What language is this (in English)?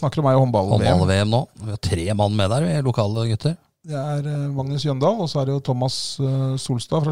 Norwegian